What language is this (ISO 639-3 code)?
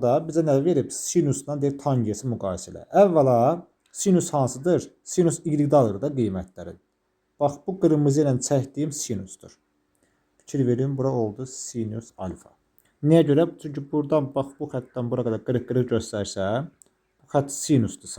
aze